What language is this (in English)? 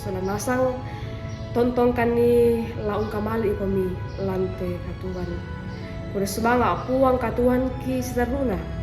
Toraja-Sa'dan